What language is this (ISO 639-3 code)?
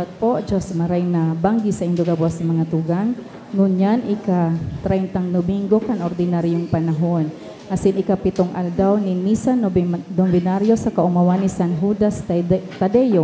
bik